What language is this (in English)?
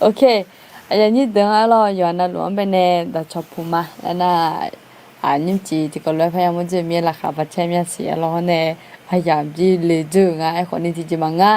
Akha